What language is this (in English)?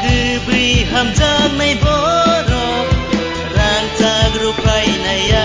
Kok Borok